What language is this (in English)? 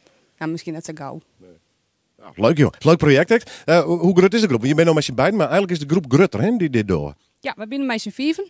Western Frisian